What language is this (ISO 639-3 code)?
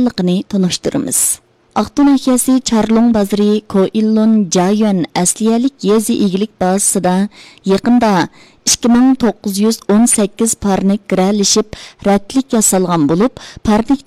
uig